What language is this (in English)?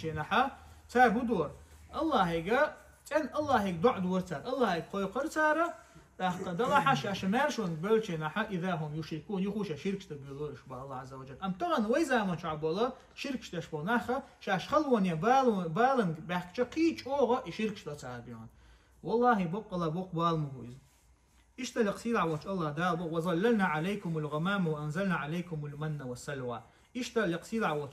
Chechen